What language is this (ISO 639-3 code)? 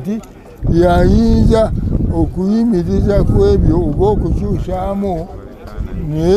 lug